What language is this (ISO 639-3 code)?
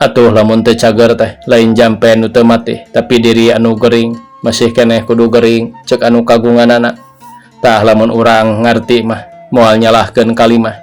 sun